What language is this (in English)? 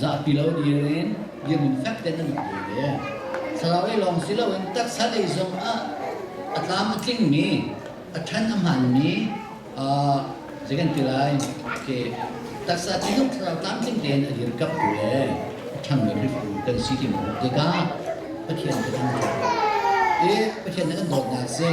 Hakha Chin